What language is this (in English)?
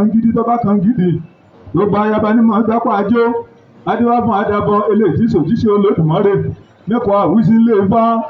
Yoruba